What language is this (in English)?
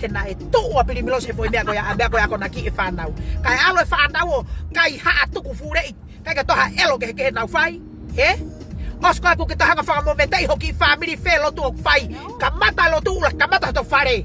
Tongan